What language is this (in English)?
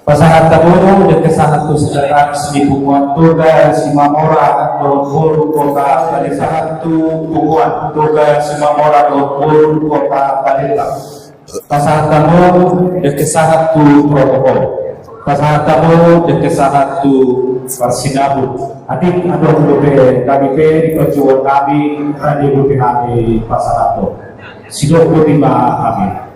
Batak Toba